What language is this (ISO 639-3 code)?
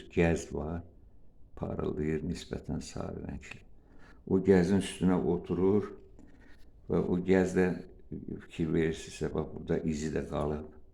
aze